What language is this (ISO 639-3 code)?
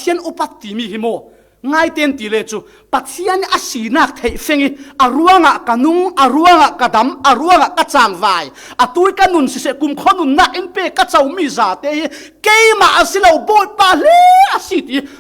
cfm